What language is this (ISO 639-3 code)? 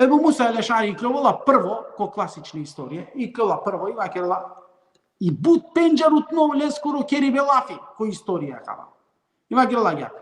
rmn